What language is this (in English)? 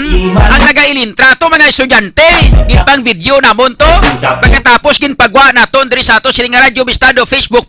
Hiligaynon